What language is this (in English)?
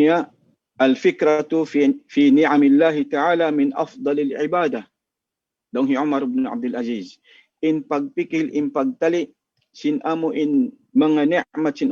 Tausug